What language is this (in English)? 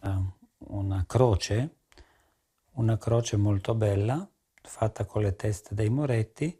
Romansh